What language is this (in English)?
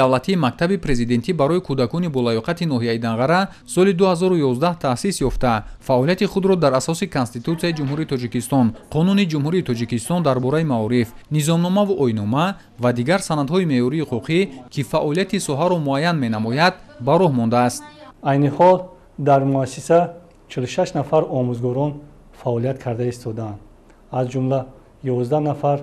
Tajik